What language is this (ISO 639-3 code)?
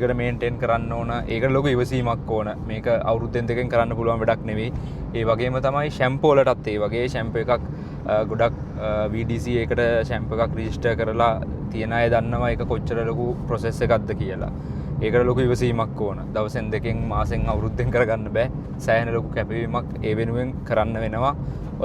sin